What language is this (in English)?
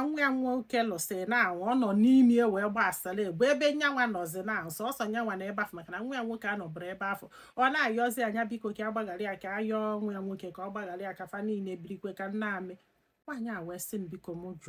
Igbo